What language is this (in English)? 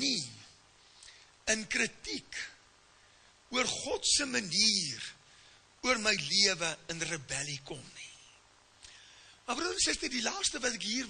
Afrikaans